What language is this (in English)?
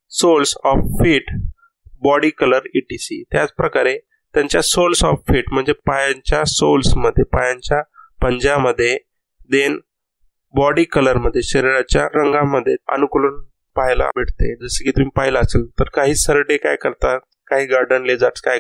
Marathi